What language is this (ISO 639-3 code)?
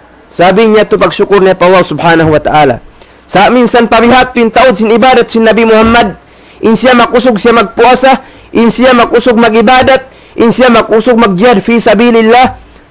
tsg